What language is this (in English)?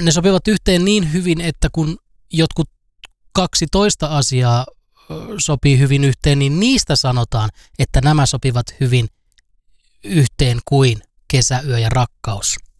Finnish